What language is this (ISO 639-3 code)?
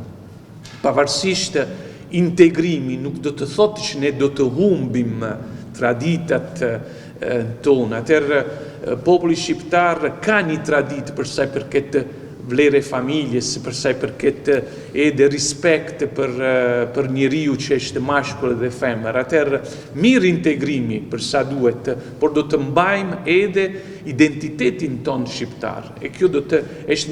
sqi